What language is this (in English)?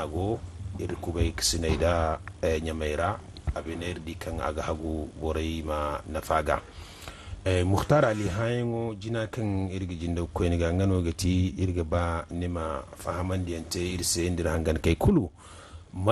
Zarma